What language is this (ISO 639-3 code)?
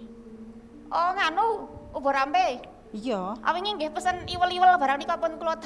jav